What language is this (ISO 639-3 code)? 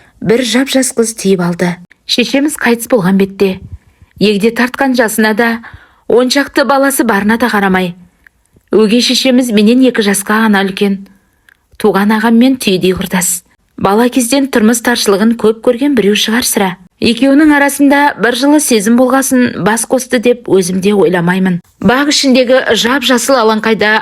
kaz